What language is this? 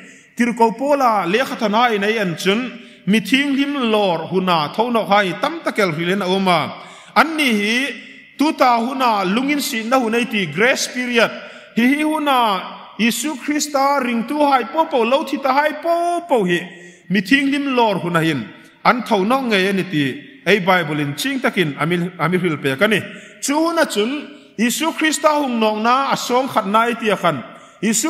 Hmar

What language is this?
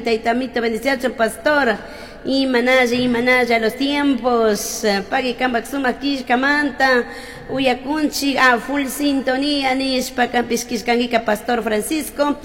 Chimborazo Highland Quichua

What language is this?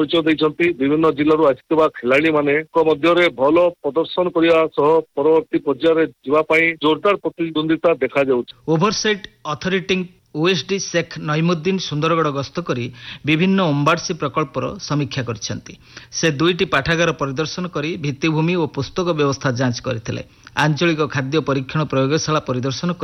Odia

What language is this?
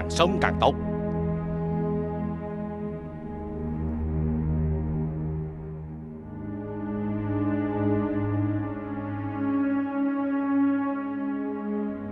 Vietnamese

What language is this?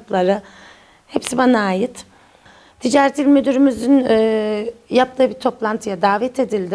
Turkish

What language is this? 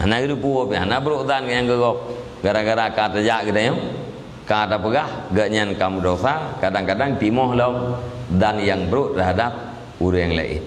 Achinese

